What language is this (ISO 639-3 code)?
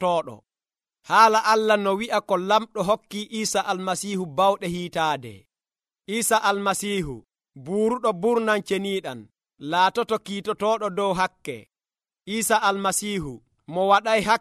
fuv